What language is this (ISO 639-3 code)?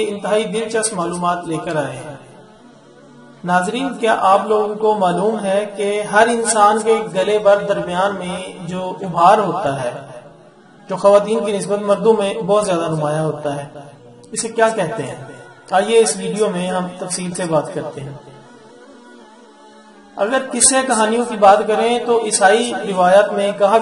urd